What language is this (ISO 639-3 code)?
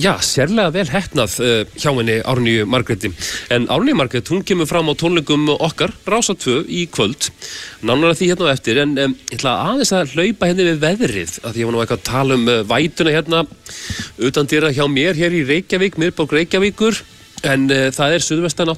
isl